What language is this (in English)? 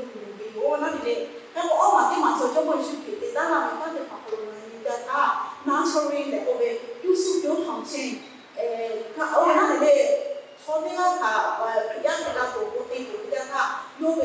Lahu